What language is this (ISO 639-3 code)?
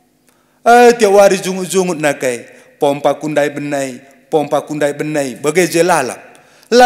btx